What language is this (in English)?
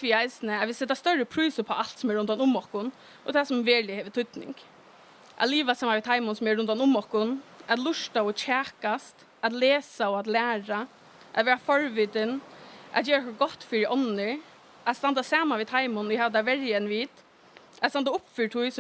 Faroese